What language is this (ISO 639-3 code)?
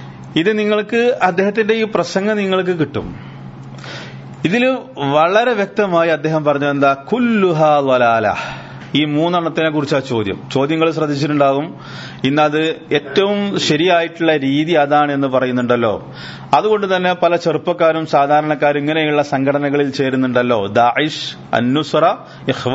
mal